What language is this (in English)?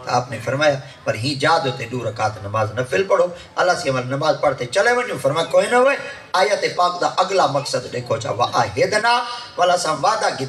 Saraiki